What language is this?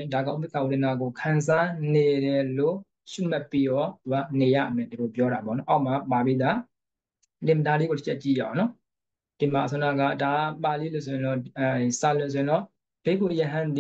Burmese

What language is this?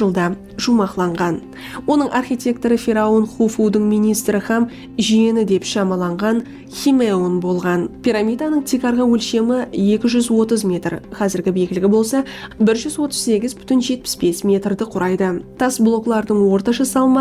Kara-Kalpak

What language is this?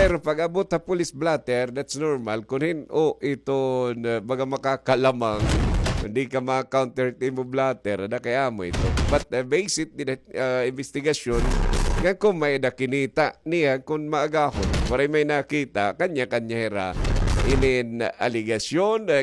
Waray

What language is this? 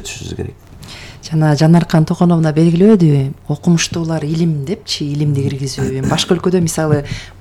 Kyrgyz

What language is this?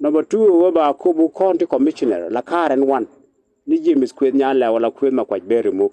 Nuer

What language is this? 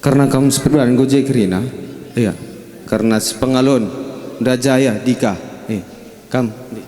Batak Karo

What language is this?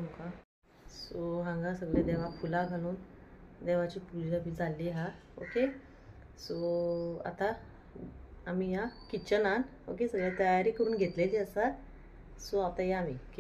Konkani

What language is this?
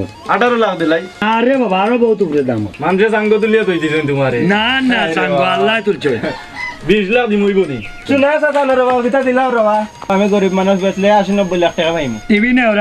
Sylheti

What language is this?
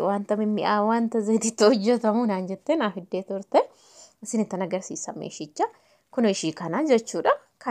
Oromo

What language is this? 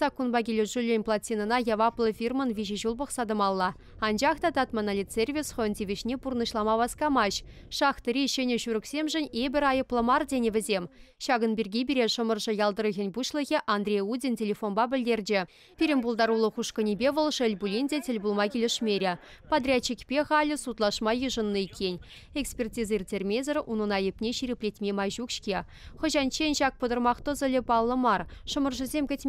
Chuvash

